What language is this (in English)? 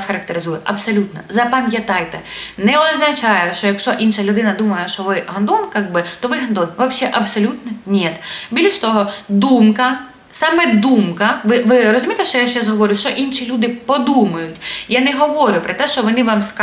Ukrainian